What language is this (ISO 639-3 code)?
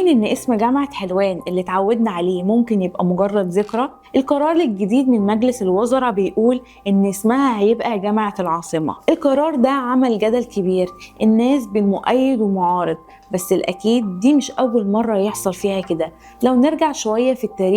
arz